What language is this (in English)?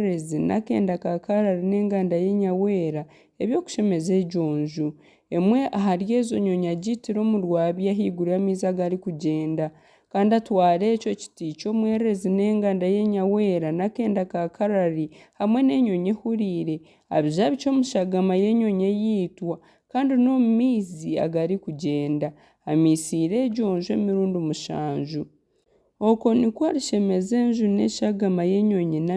Nyankole